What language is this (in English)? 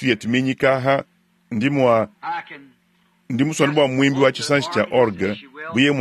Luba-Lulua